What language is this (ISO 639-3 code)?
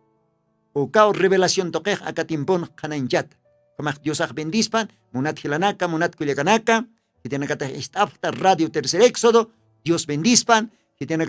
aym